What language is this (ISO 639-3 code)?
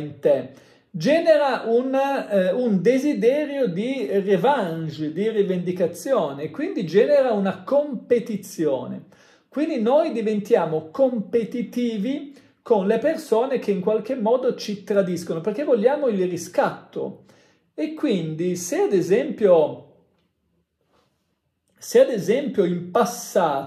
ita